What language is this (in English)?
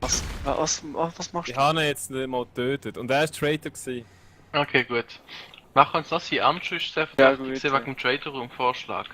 Swiss German